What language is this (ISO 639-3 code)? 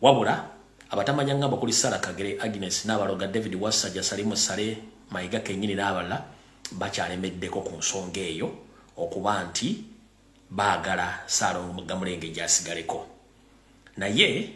lug